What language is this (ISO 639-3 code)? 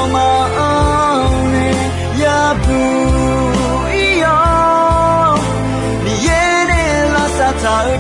ahk